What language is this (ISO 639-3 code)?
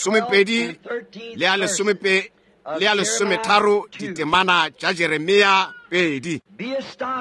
nso